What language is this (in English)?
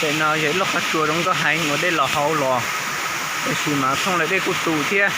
Hmong